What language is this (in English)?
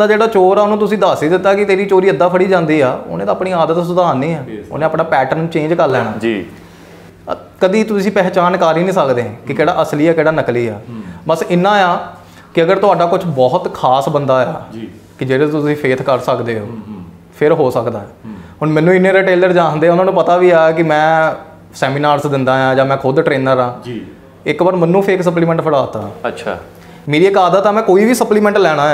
Punjabi